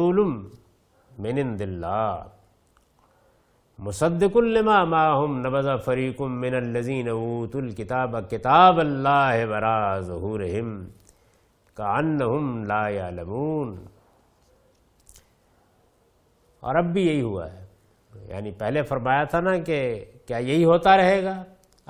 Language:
Urdu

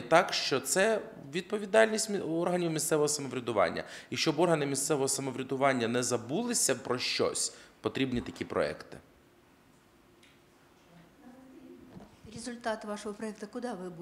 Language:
Ukrainian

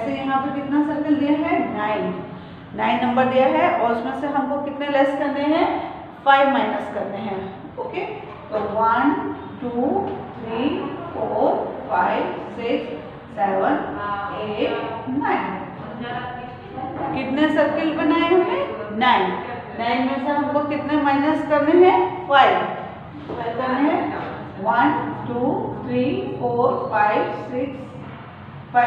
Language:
Hindi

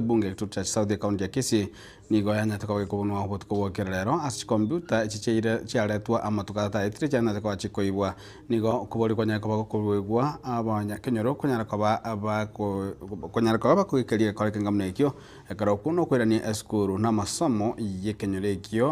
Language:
Gusii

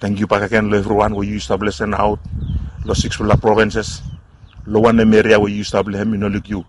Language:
Bislama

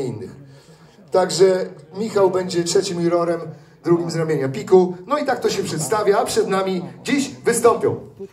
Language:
Polish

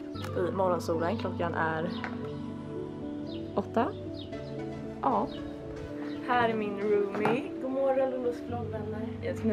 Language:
Swedish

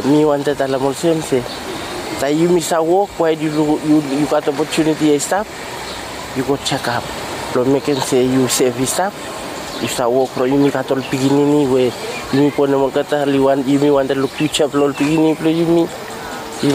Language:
Bislama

